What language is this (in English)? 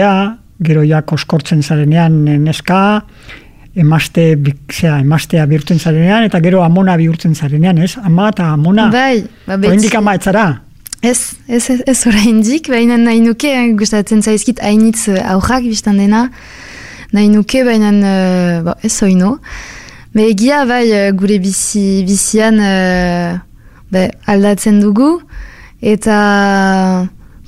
Basque